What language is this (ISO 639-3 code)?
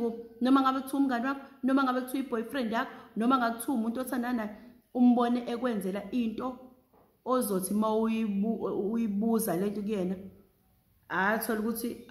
zul